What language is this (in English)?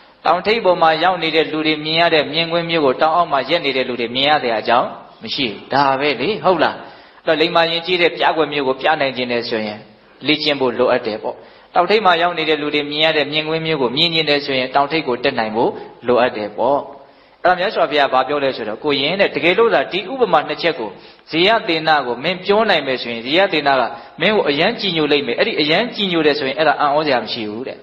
Burmese